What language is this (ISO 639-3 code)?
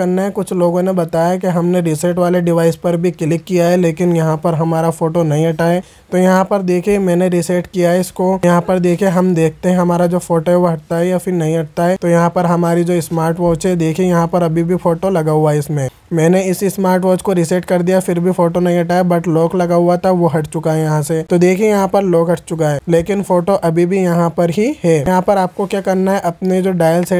hin